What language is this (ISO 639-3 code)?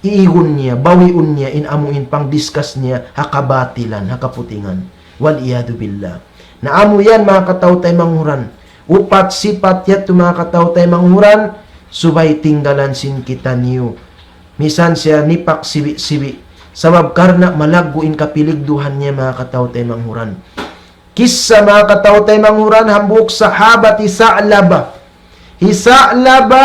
tsg